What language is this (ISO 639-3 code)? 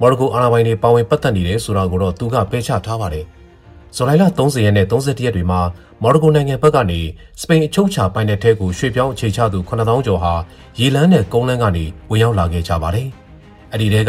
mya